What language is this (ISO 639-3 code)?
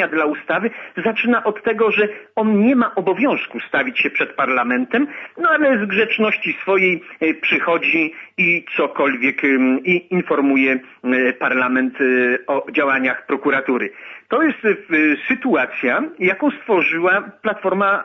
pol